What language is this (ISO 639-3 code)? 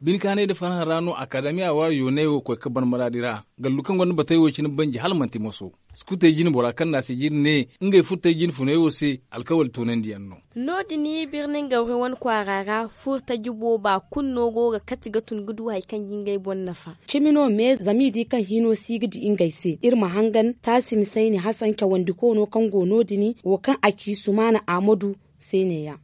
dje